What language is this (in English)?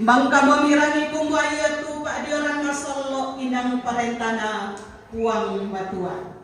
Toraja-Sa'dan